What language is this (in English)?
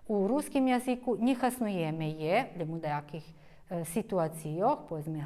Rusyn